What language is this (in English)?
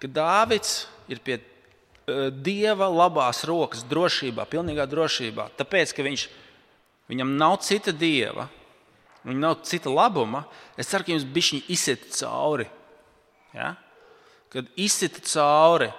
Latvian